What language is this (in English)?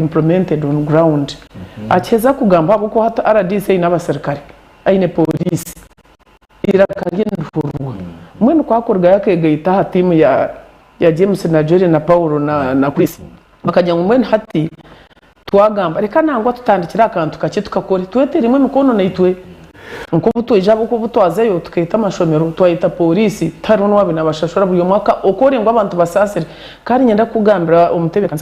Nyankole